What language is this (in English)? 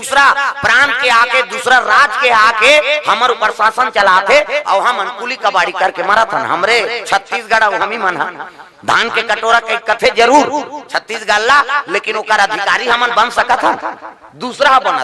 Chhattisgarhi